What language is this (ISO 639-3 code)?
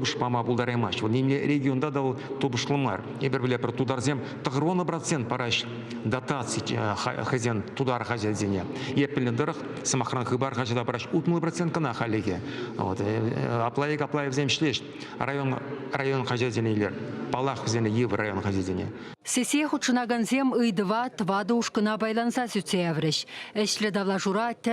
chv